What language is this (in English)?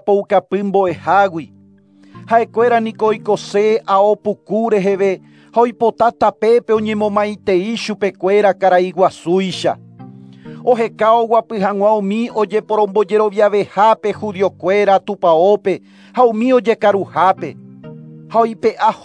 Guarani